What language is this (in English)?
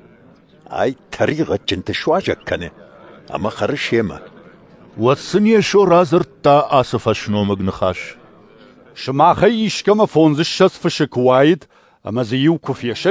Ossetic